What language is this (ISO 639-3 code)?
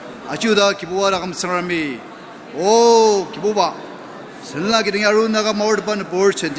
njo